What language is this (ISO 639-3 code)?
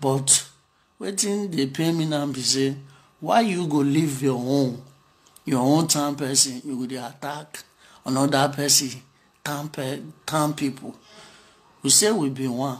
pcm